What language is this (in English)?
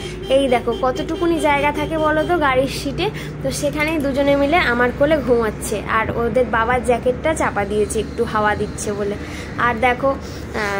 Bangla